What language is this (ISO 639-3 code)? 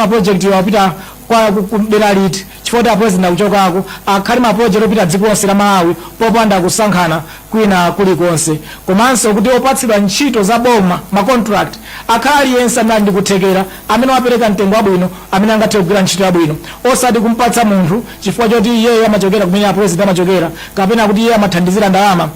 nya